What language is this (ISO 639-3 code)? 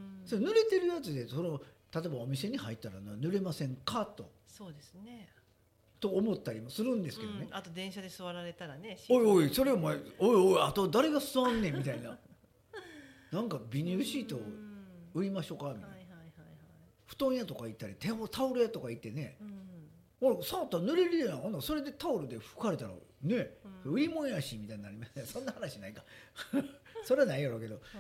jpn